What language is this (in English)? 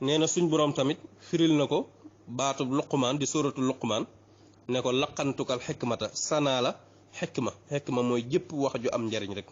Wolof